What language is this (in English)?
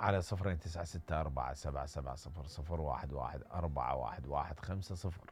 Mesopotamian Arabic